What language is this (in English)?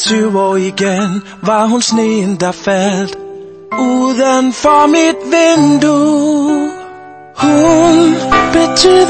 Danish